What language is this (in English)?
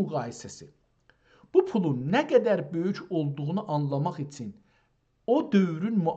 South Azerbaijani